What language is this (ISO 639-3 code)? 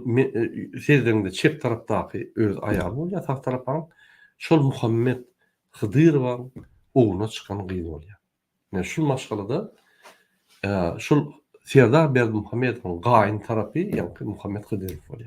tuk